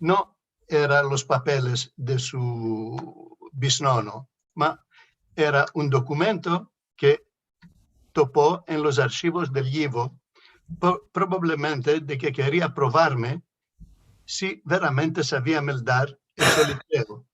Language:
Ladino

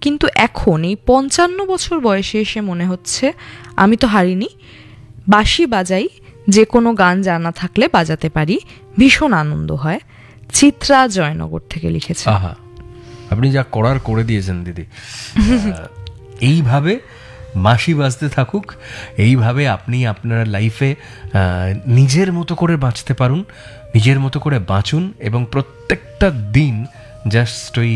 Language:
Bangla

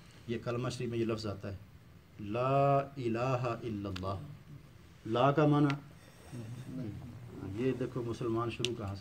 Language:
Urdu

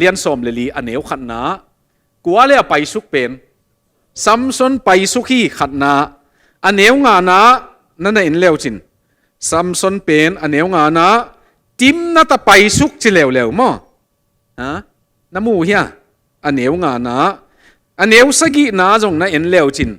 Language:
Tedim Chin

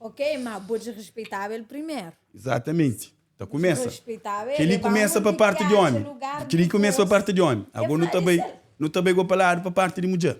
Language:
Kabuverdianu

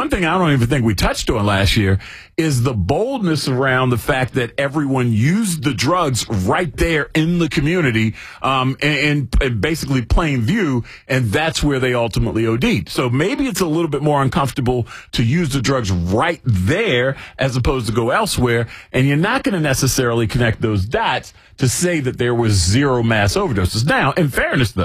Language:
English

